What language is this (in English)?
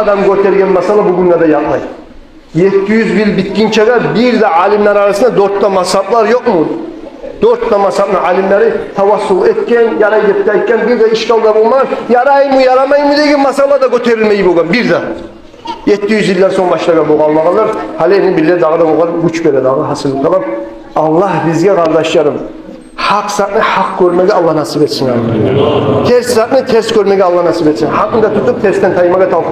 Kumyk